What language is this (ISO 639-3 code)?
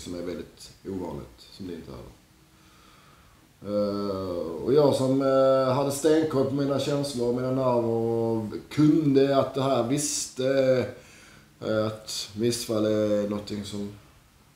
swe